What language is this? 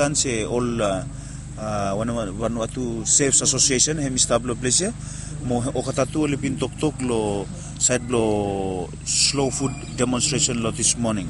Bislama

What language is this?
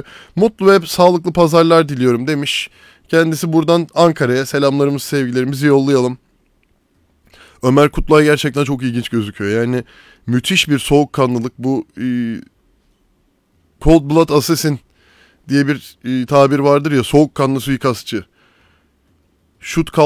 Turkish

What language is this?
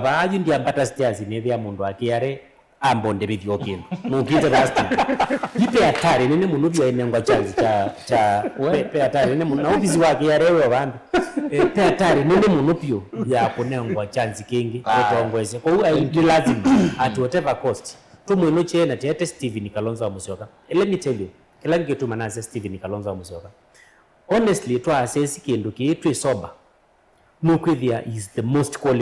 Kamba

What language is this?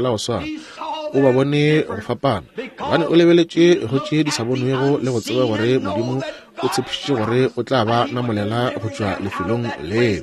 Northern Sotho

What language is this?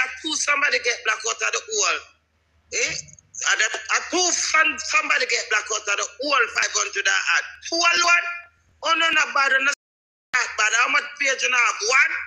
Jamaican Creole English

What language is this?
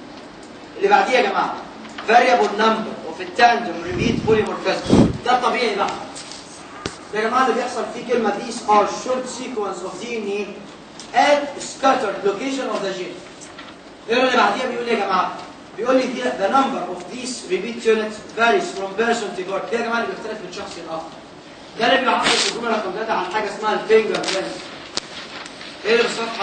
Egyptian Arabic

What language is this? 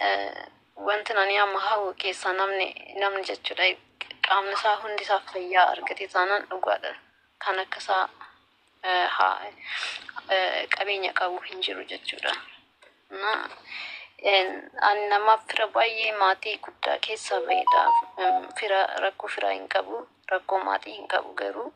Oromo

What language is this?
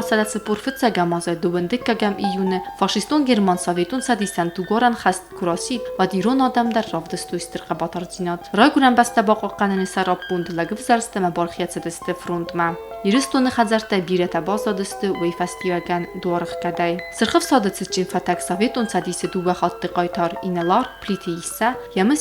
Ossetic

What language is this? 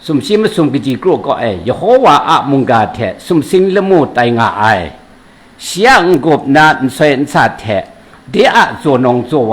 Kachin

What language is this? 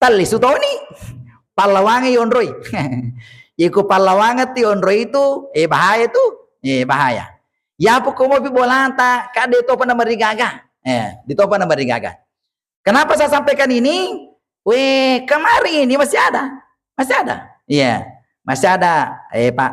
Buginese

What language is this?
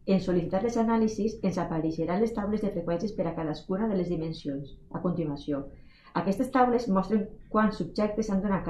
Catalan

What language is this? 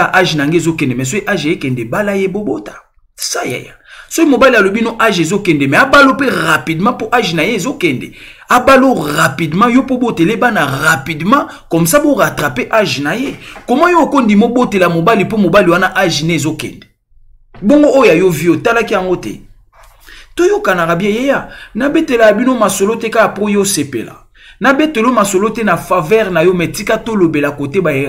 Lingala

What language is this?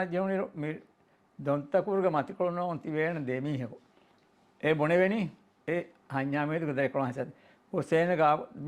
Divehi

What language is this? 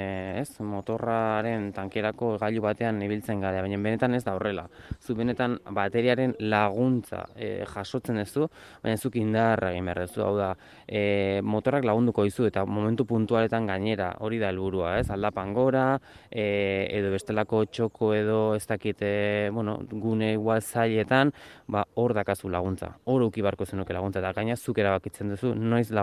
Basque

